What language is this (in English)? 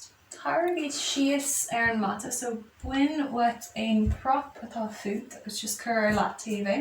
Irish